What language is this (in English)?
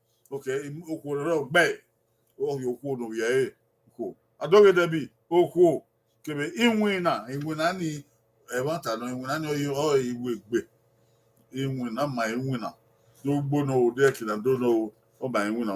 Bini